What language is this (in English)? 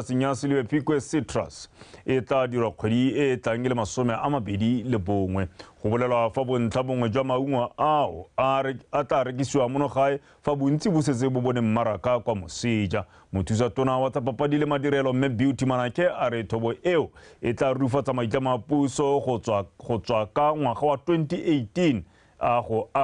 Tswana